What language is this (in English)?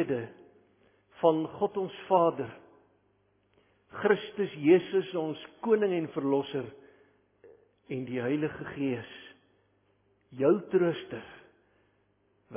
Afrikaans